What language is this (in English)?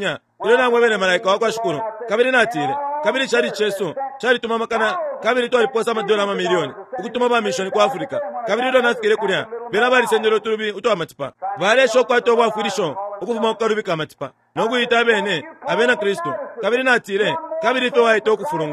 Bemba